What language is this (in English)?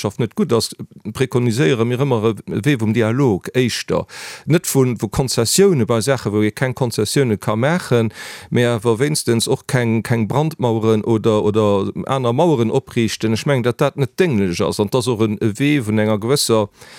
Luxembourgish